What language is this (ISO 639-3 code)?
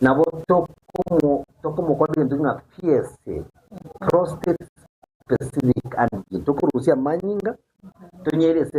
guz